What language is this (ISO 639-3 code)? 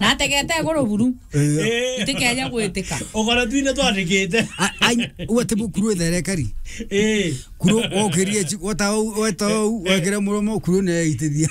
mer